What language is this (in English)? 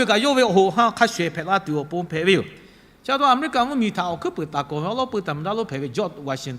Lahu